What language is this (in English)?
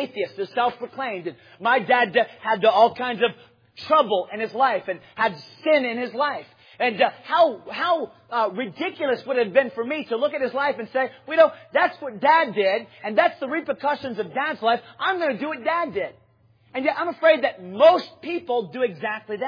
English